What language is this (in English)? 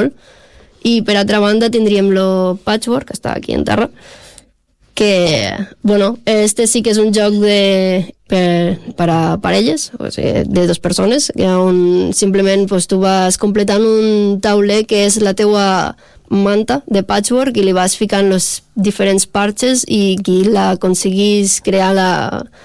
Catalan